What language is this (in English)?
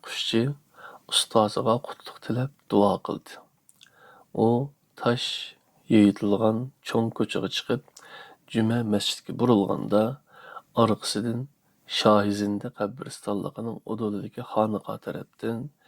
Uyghur